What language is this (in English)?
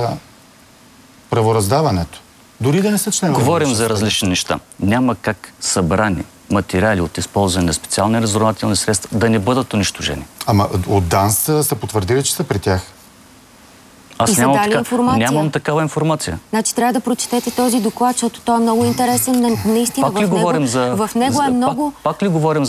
Bulgarian